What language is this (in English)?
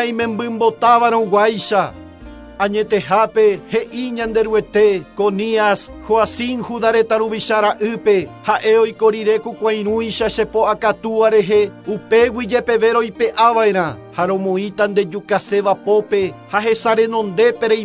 Guarani